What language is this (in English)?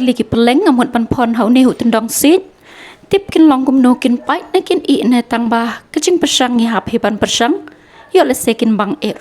Khasi